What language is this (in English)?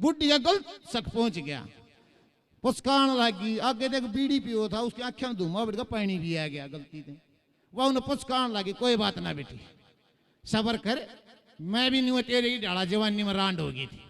Haryanvi